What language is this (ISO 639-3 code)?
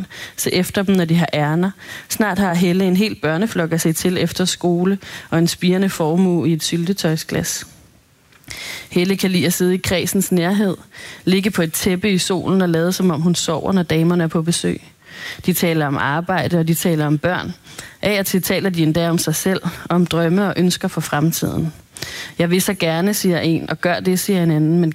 dan